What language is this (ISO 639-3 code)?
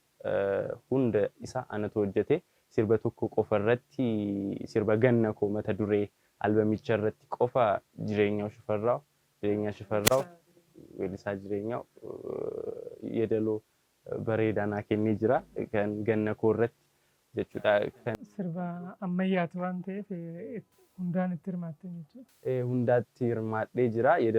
orm